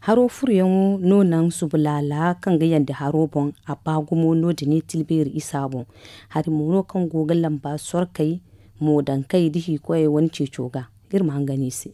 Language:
Zarma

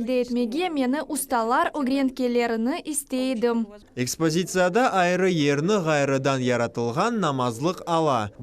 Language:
Crimean Tatar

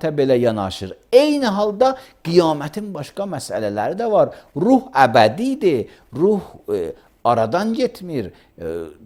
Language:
Azerbaijani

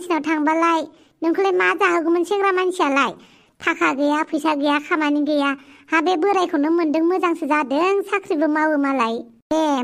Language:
Bodo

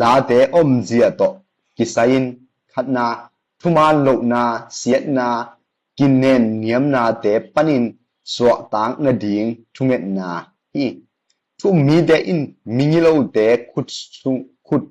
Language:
Tedim Chin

